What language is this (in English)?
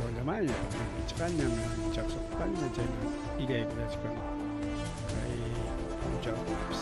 Ayacucho Quechua